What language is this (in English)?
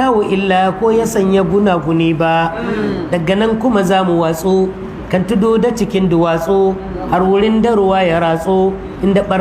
Hausa